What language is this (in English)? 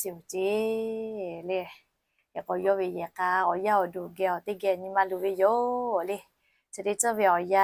Lahu